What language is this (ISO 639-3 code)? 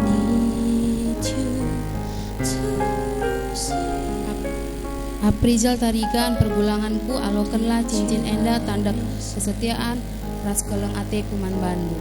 btx